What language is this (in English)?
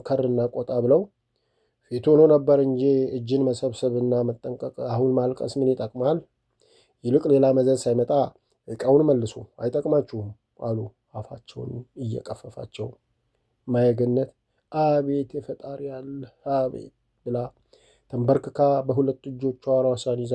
Amharic